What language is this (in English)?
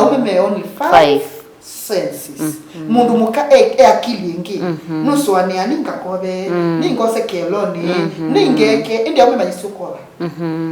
Kamba